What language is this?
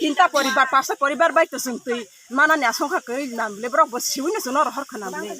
Kok Borok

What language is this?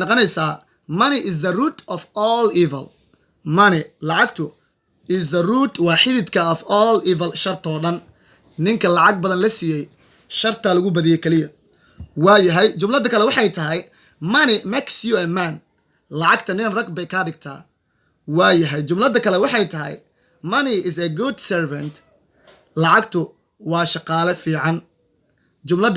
Somali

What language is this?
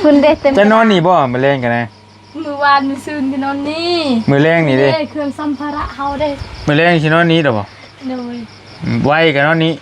Northeastern Thai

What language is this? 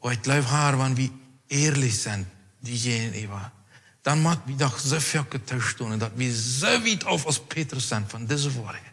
Plautdietsch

